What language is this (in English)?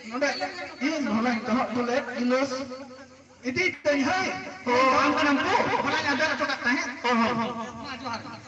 Santali